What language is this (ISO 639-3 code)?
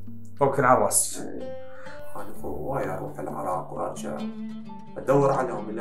acm